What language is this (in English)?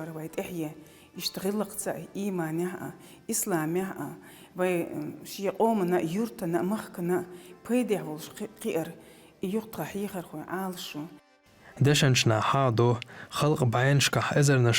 Chechen